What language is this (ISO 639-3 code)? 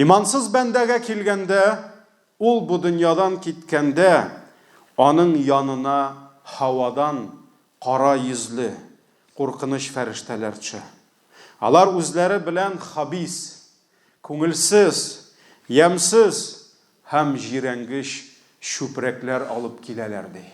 tat